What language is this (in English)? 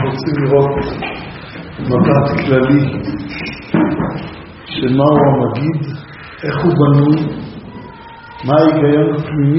Hebrew